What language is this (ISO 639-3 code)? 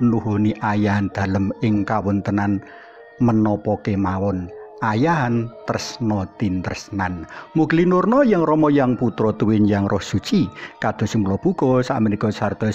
jav